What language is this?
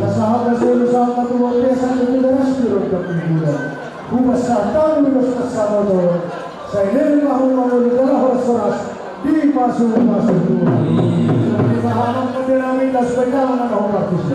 Batak Toba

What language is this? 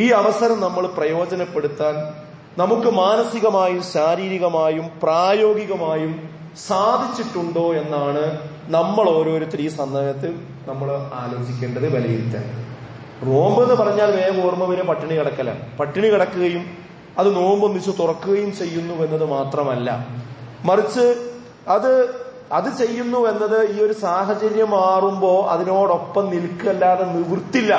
Malayalam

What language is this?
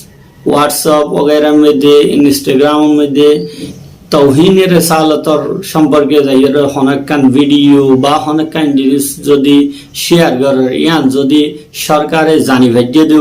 Rohingya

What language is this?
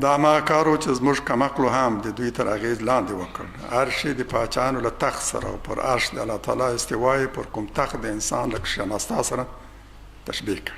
Pashto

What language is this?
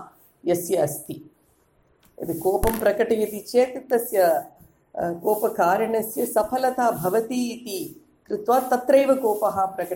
Sanskrit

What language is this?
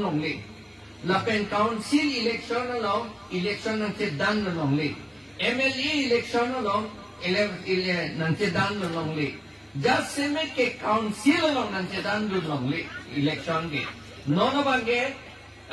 Karbi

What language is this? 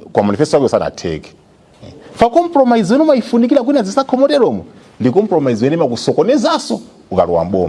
Nyanja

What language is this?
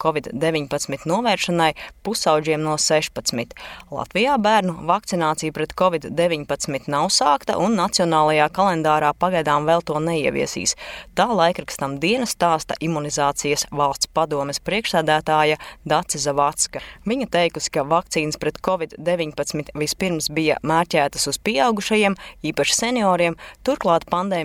Latvian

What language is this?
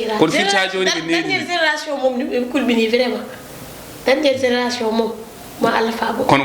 Fula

